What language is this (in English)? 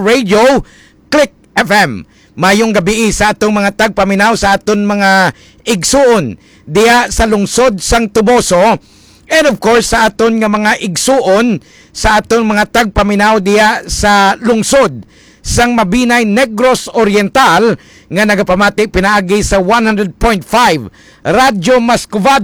Hiligaynon